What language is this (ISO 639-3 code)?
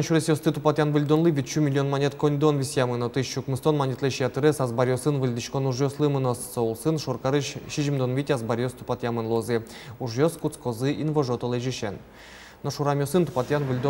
udm